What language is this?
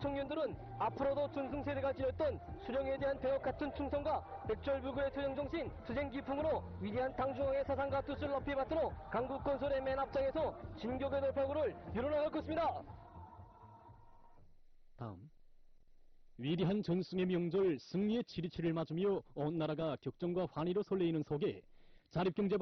Korean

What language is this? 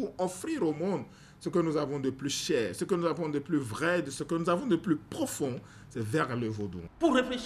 French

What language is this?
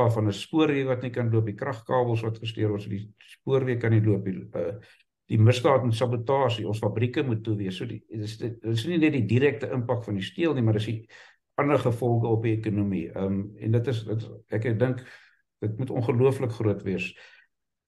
Afrikaans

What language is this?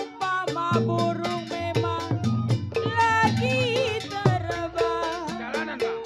Betawi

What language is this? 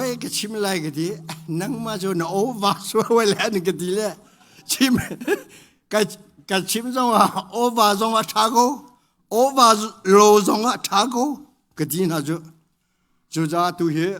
Hakha Chin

